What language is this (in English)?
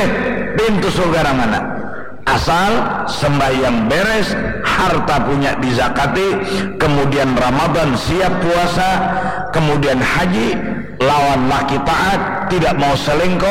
Banjar